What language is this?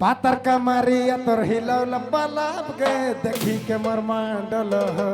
Sadri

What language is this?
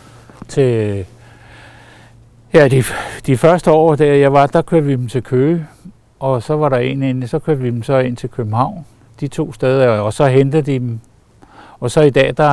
Danish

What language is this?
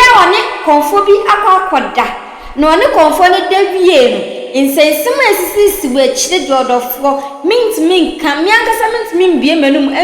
Akan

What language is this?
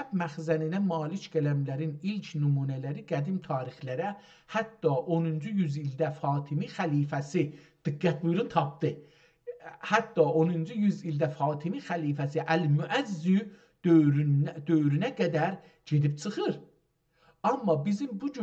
South Azerbaijani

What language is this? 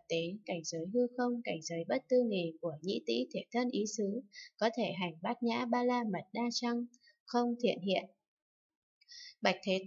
Vietnamese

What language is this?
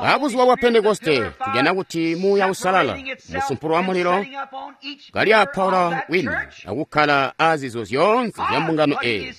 Tonga (Zambia)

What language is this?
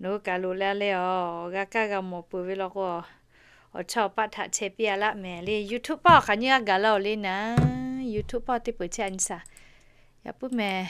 Lahu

